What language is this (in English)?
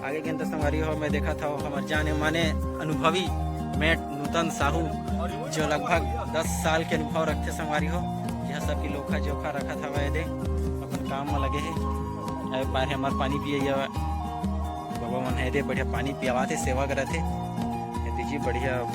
Chhattisgarhi